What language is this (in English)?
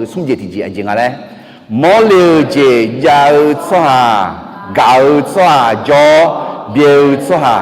Akha